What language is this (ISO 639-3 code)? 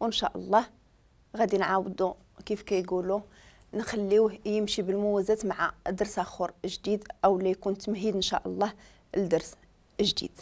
ary